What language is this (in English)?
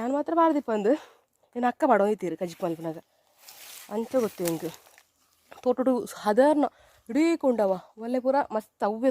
Tulu